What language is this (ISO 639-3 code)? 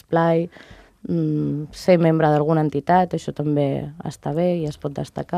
cat